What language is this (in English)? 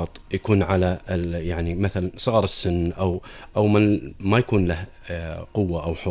Gulf Arabic